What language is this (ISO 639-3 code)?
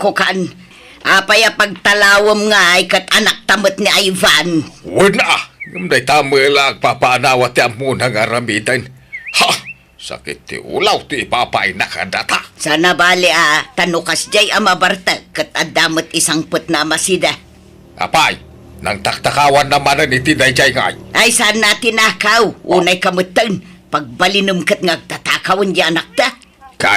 ilo